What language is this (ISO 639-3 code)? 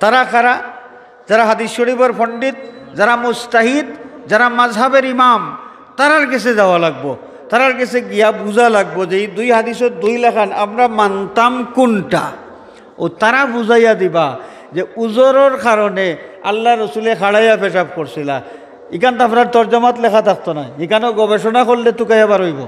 syl